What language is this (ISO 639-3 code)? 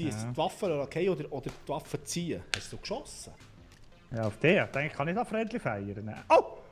gsw